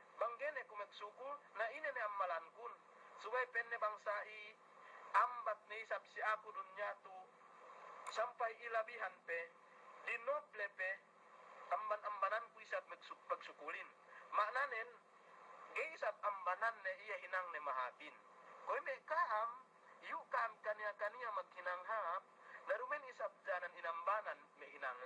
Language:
Yakan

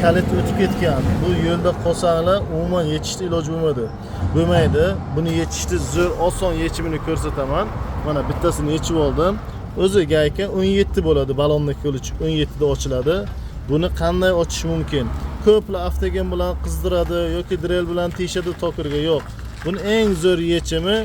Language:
Uzbek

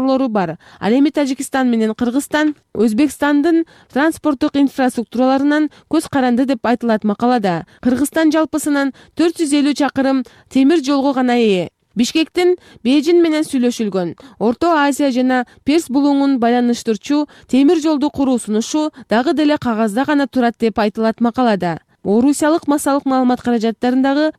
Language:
Kyrgyz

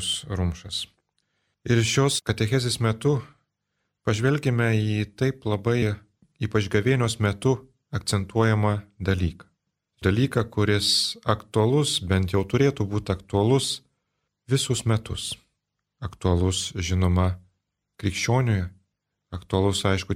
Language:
Lithuanian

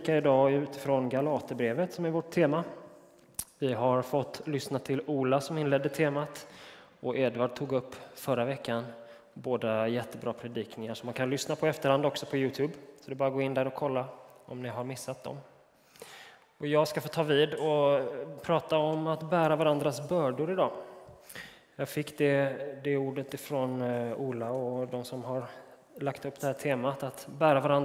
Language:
Swedish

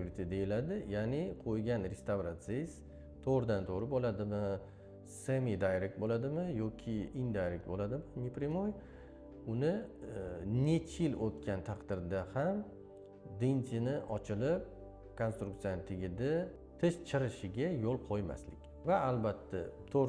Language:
Uzbek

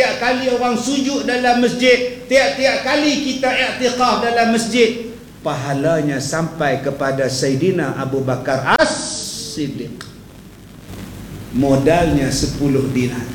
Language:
Malay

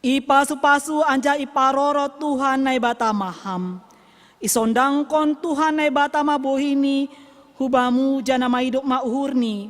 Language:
Batak Simalungun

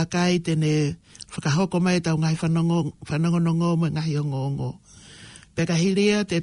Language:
Tongan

